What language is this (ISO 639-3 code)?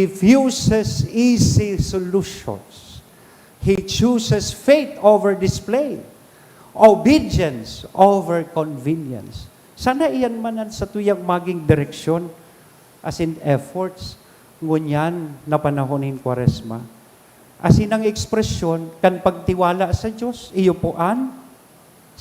bik